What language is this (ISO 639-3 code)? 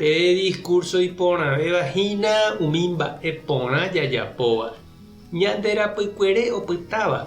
grn